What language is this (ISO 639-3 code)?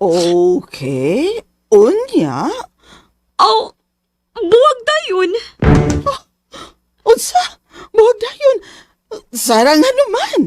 ceb